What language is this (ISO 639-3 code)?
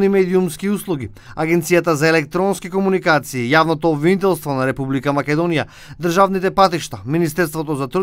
mkd